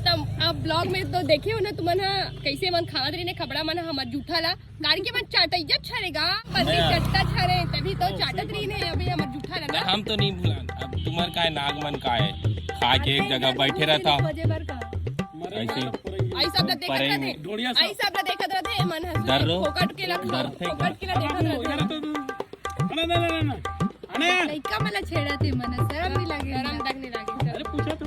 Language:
Chhattisgarhi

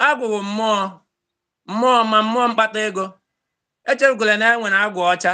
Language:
Igbo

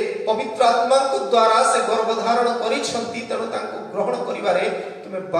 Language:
Odia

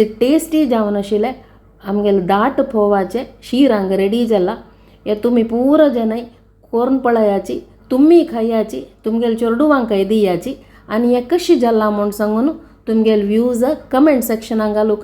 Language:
Konkani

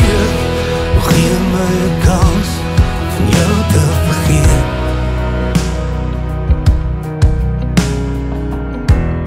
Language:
Afrikaans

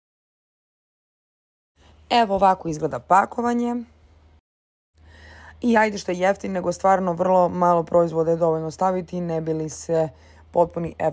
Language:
Serbian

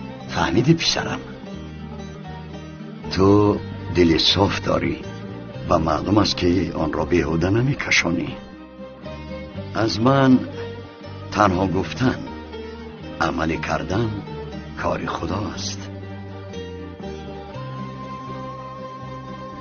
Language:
Tajik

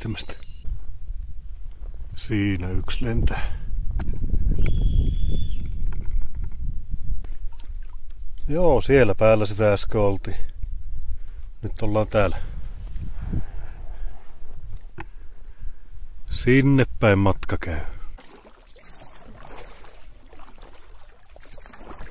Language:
Finnish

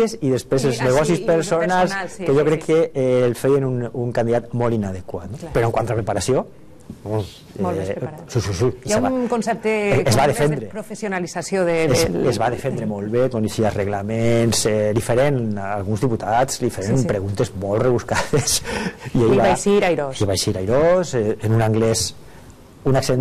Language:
Catalan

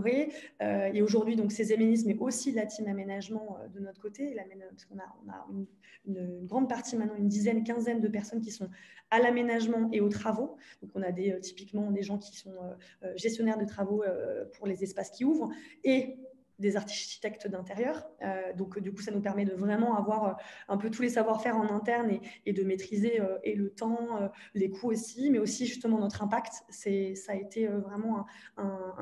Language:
French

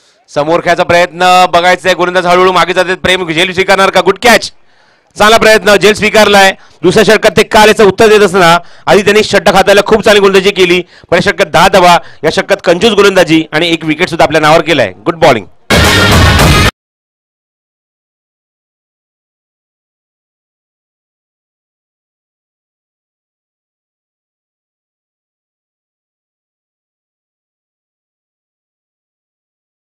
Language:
Marathi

